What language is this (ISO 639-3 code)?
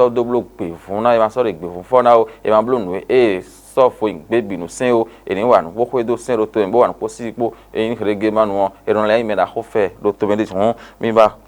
fon